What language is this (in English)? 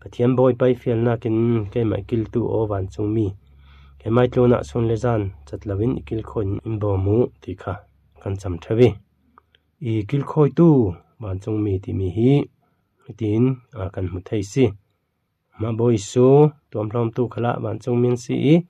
Falam Chin